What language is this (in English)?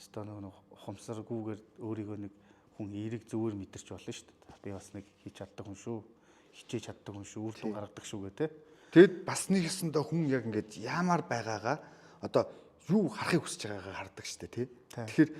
Mongolian